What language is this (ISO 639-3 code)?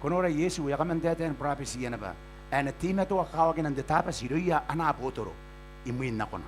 gil